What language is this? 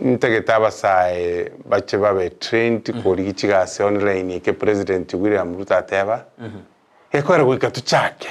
Gusii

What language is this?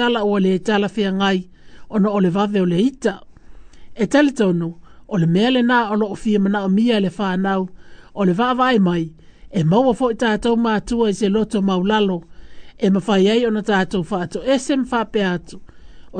Samoan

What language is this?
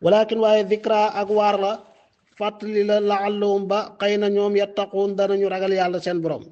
Wolof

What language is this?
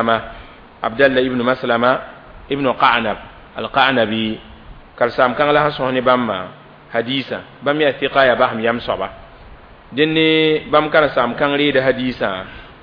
Mossi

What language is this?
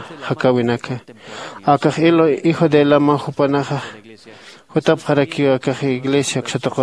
Aymara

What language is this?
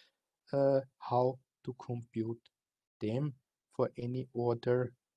English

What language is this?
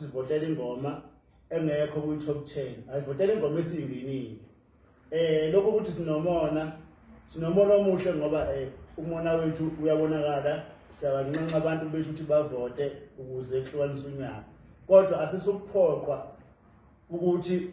Zulu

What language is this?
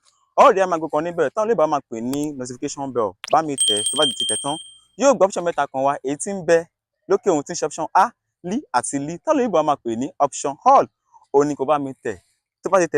Yoruba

